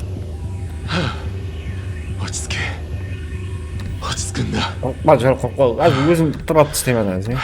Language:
Kara-Kalpak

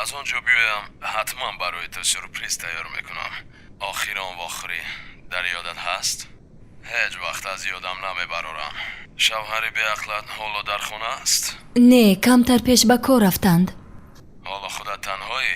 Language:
Tajik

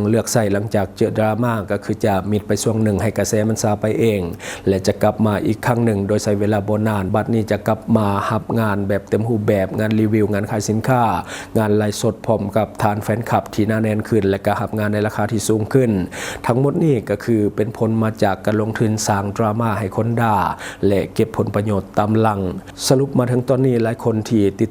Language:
Lao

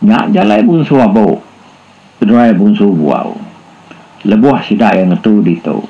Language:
Iban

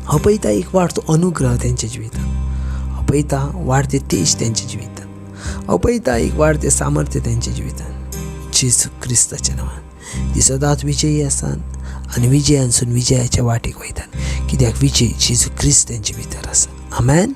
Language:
Konkani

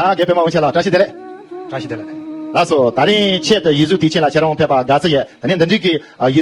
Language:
Tibetan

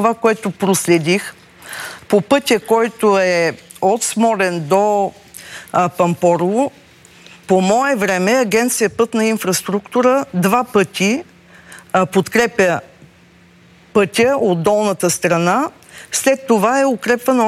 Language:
Bulgarian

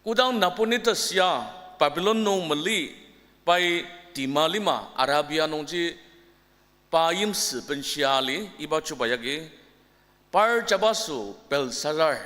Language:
Ao Naga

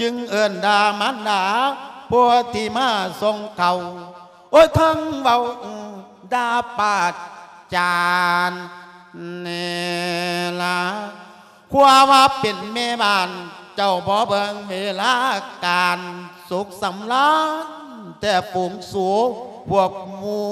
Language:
Lao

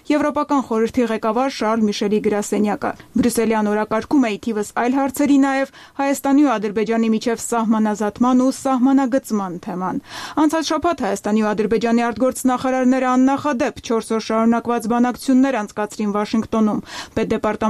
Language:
Armenian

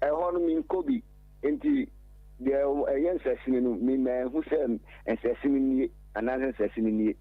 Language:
Akan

